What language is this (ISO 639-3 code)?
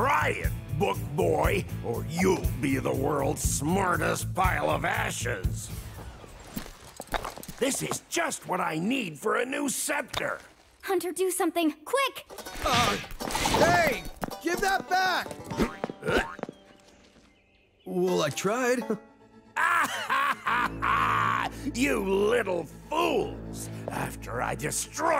eng